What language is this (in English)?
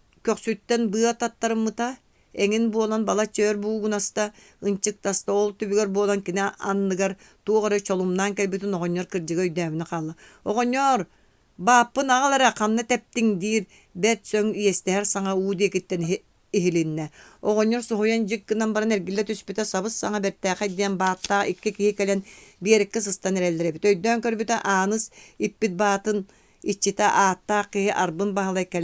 Yakut